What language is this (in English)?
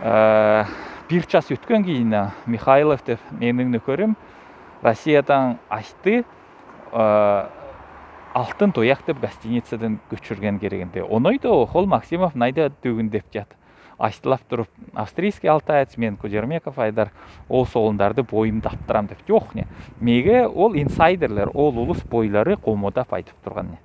Southern Altai